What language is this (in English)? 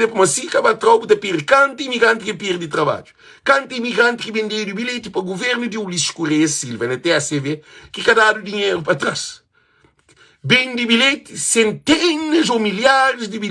Kabuverdianu